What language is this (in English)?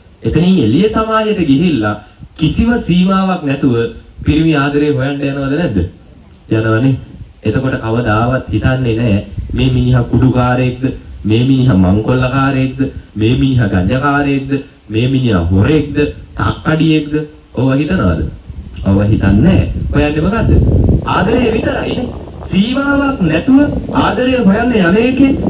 Sinhala